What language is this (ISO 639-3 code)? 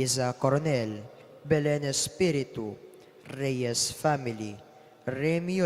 pam